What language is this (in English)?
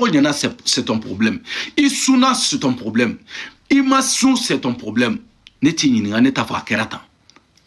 Bambara